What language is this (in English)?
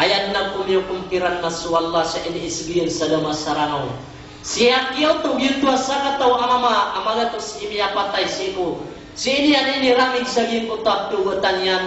Maranao